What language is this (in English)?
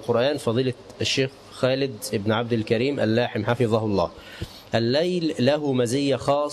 Arabic